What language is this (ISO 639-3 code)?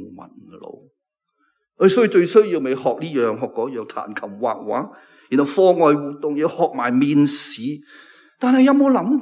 yue